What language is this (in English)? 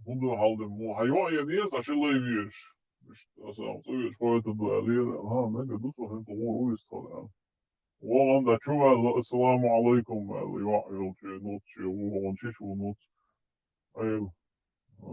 Chechen